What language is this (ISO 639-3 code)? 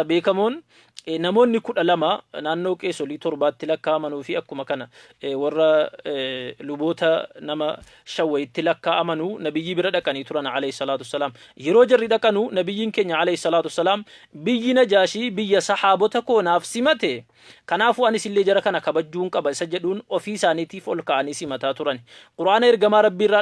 orm